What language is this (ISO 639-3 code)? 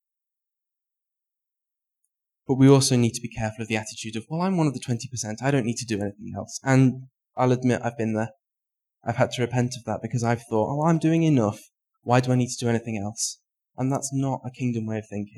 eng